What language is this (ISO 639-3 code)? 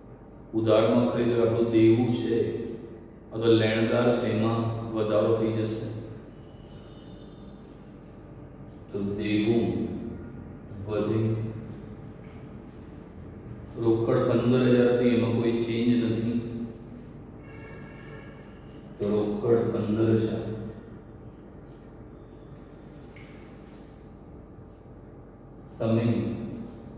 guj